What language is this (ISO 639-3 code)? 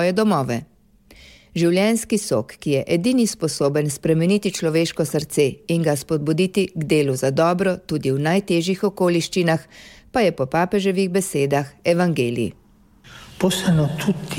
slv